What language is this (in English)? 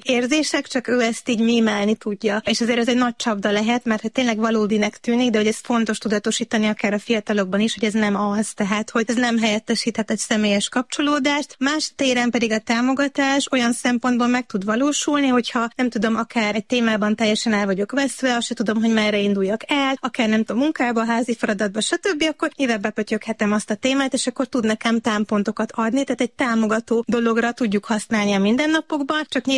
Hungarian